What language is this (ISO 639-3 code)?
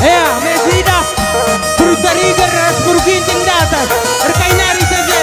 btx